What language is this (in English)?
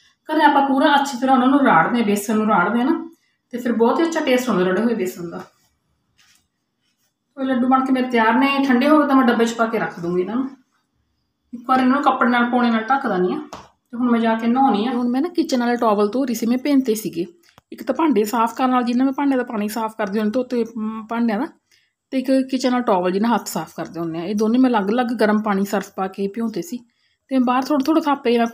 Punjabi